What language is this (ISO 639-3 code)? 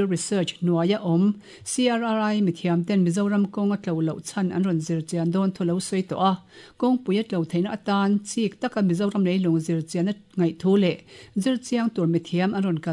lus